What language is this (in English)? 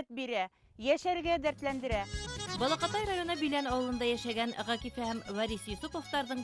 Bashkir